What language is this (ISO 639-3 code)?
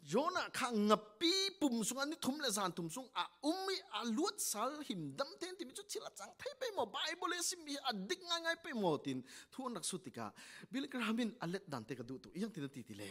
cfm